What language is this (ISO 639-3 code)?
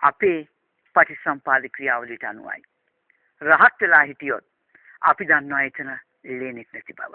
sin